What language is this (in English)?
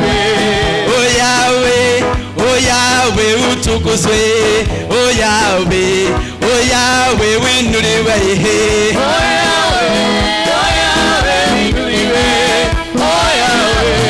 Swahili